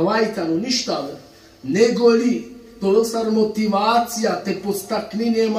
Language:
Balkan Romani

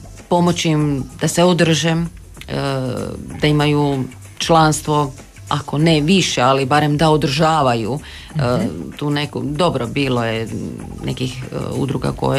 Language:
Croatian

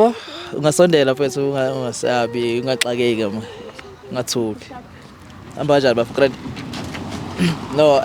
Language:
Zulu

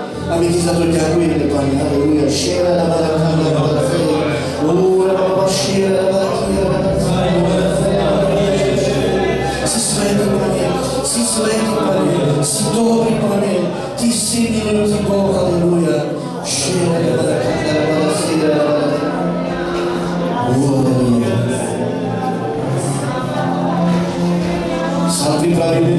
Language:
Slovak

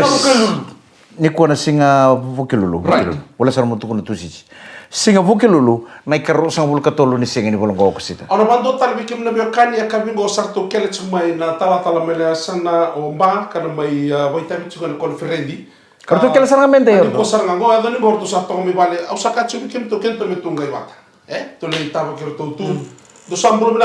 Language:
Fijian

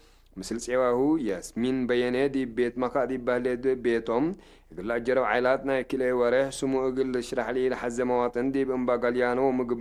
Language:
Tigre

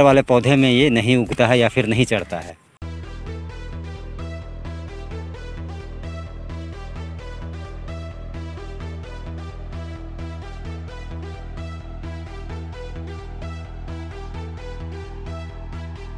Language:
Hindi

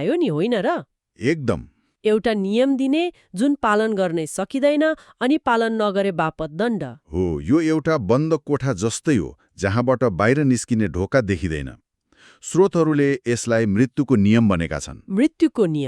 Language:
Nepali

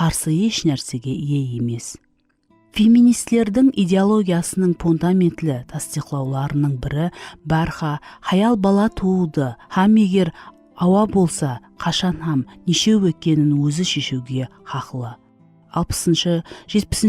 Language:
Kara-Kalpak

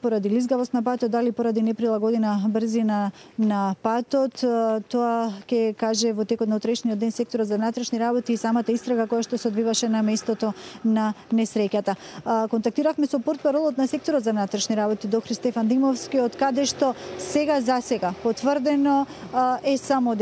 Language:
Macedonian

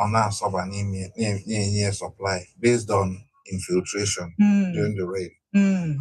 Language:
Igbo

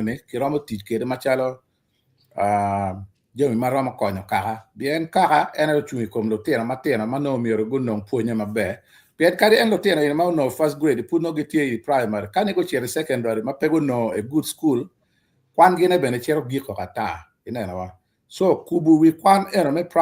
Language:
Acoli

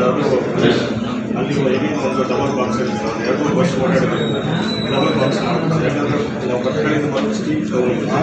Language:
Kannada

